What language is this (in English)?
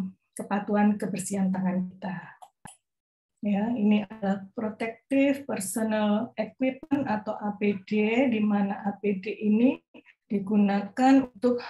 Indonesian